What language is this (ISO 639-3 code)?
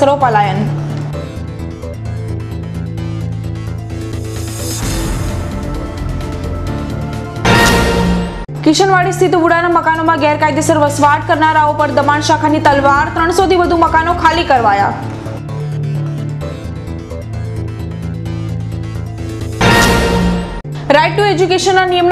guj